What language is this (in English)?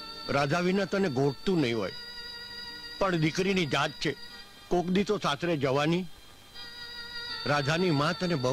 Gujarati